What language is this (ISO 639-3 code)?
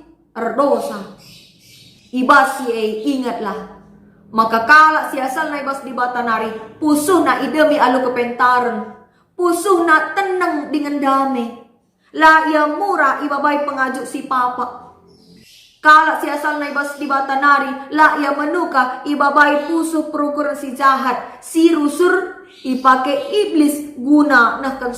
btx